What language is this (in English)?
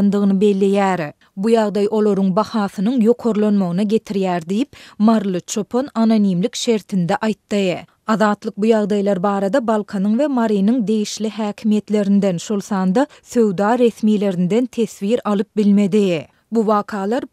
Turkmen